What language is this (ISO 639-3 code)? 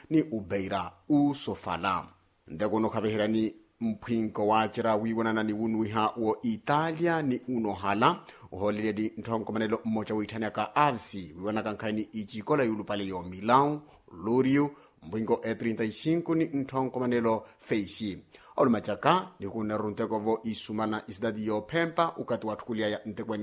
vmw